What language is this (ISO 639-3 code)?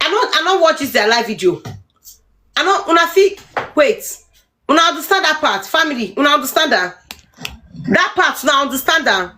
pcm